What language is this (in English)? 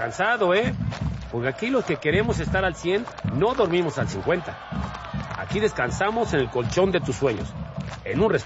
Spanish